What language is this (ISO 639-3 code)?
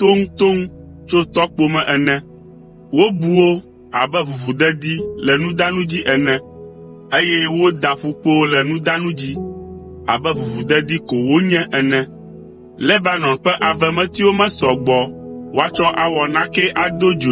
ewe